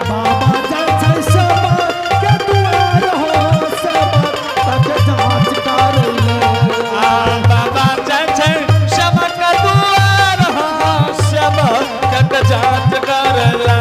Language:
Angika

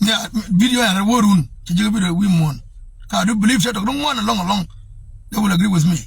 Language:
Nuer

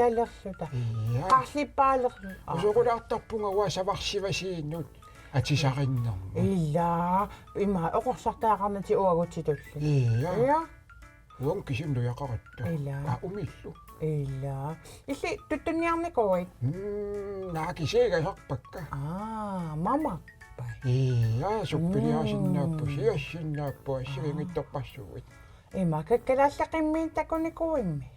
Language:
Kalaallisut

